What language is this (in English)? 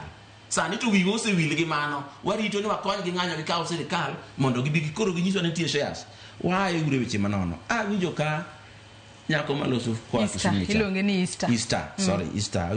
Luo (Kenya and Tanzania)